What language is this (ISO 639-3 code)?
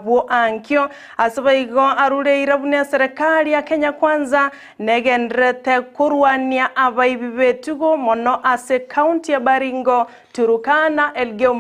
guz